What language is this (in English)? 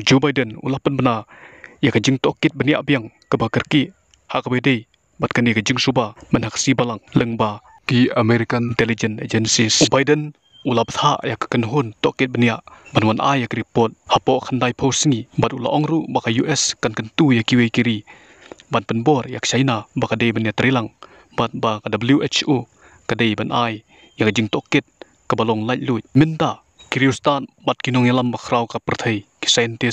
Khasi